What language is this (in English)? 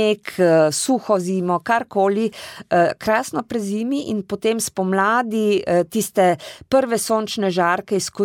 Slovenian